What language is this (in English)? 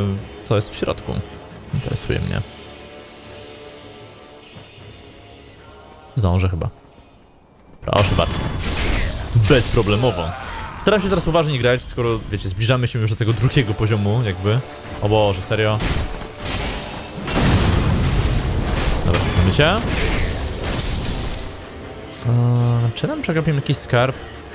Polish